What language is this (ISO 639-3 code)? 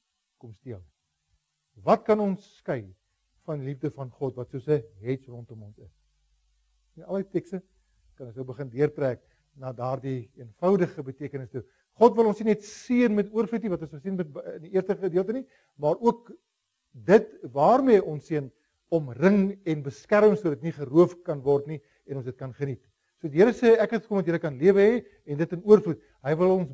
afr